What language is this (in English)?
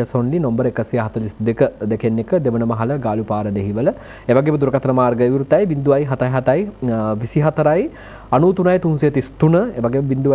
Sinhala